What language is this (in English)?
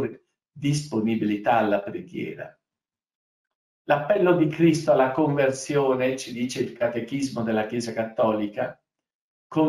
Italian